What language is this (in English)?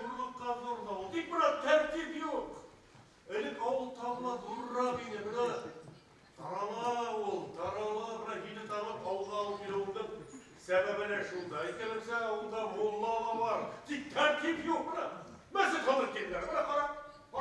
Bashkir